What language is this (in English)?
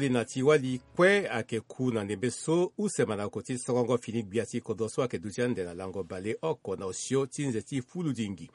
Sango